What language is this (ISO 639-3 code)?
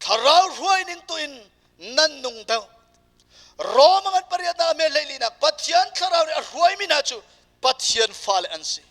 cnh